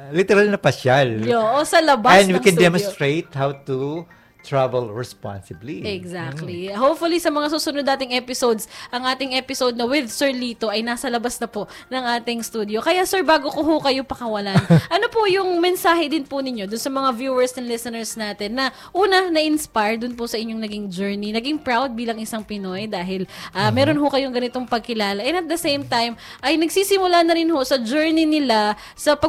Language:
Filipino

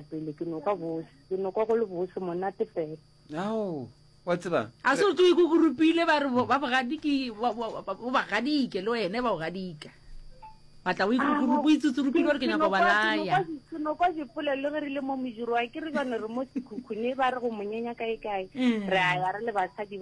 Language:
Northern Sotho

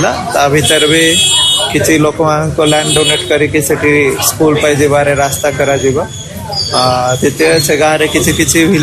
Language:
Odia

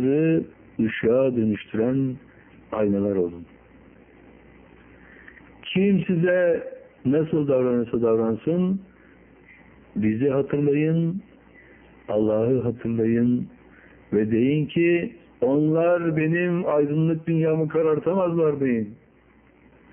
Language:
Turkish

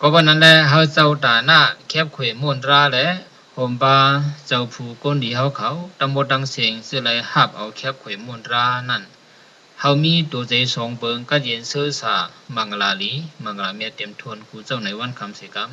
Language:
Shan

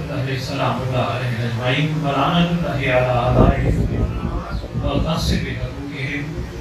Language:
Urdu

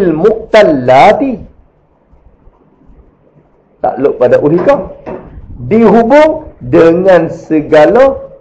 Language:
Malay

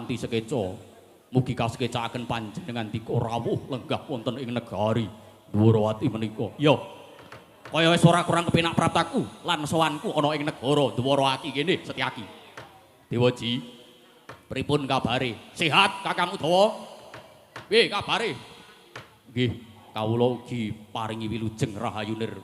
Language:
Javanese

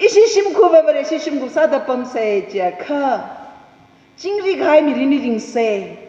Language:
Tangkhul Naga (India)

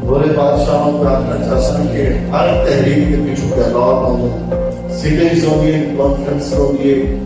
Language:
Saraiki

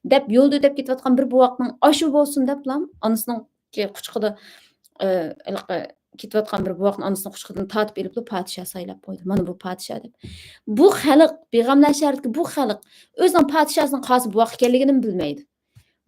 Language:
Uyghur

